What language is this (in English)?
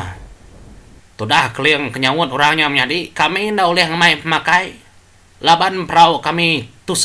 Iban